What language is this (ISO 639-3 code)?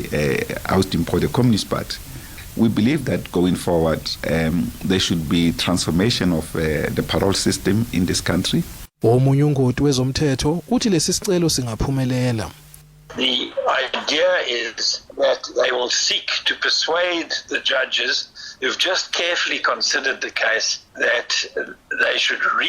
zul